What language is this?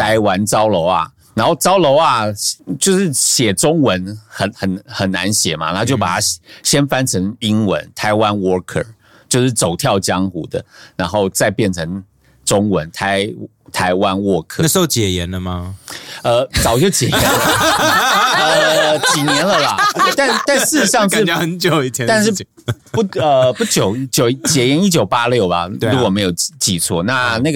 Chinese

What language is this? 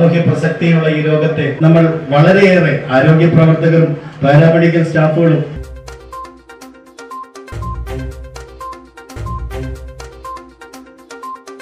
Malayalam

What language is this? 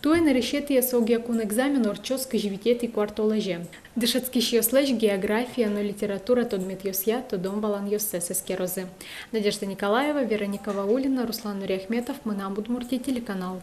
Udmurt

